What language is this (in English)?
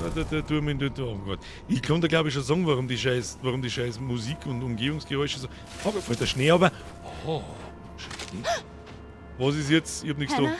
Bavarian